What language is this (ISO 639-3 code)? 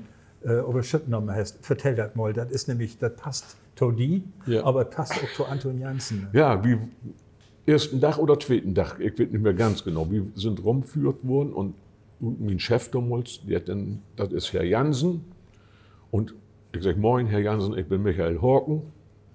nds